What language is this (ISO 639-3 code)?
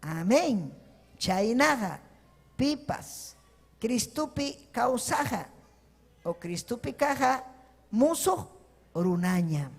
quy